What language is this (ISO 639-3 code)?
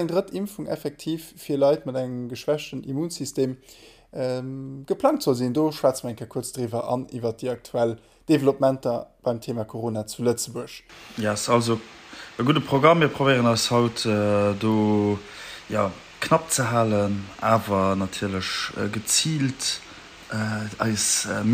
ltz